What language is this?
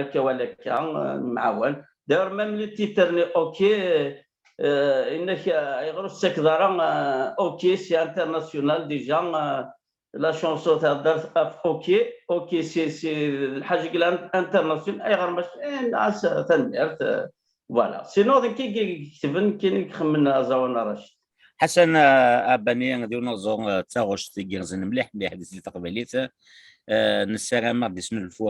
Kabyle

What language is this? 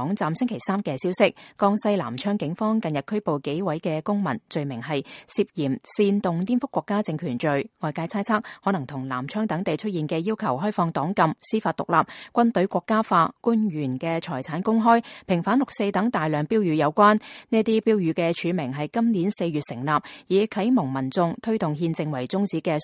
Cantonese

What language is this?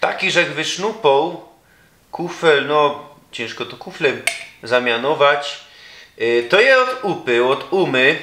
Silesian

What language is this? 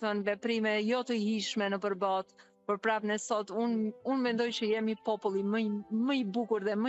Albanian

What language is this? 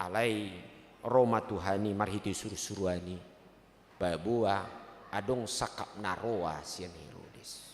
Batak Toba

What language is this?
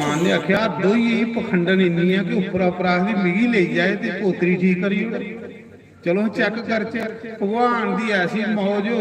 Dogri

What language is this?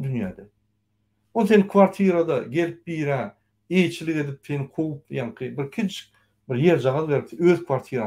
Turkmen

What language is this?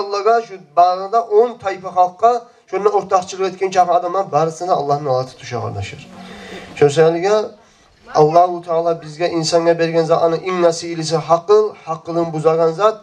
Kumyk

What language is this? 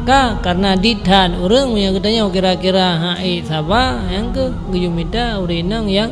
Achinese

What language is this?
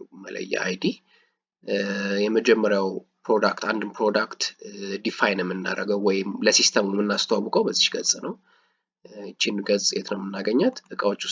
Amharic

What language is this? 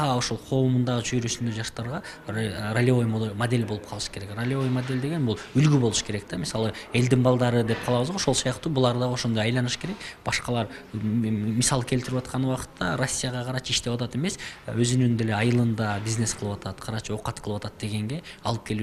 Kyrgyz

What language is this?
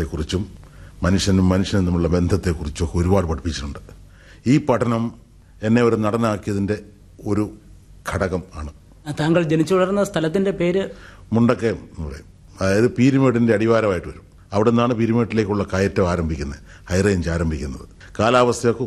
Malayalam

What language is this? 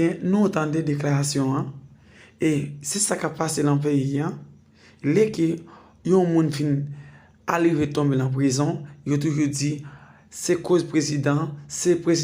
Haitian Creole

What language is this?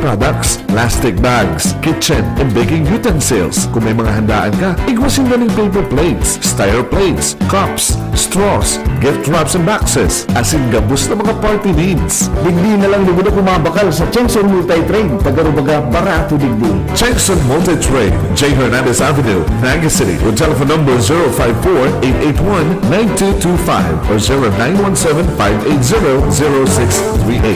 Bikol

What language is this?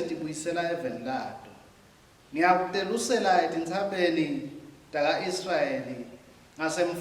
Swati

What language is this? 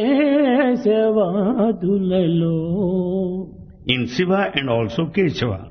Telugu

